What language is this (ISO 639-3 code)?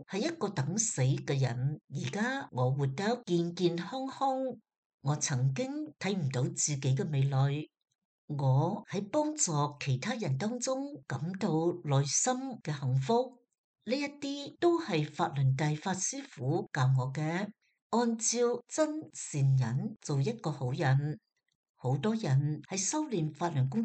yue